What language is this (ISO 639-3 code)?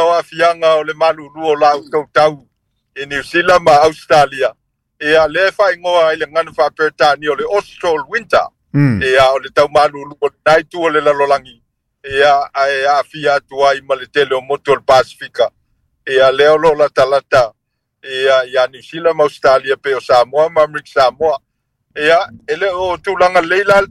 smo